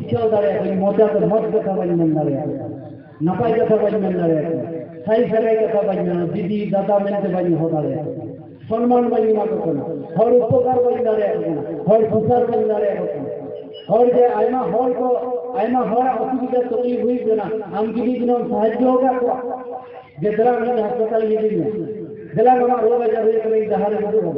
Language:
Santali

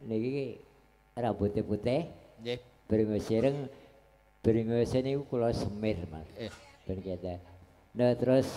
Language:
Javanese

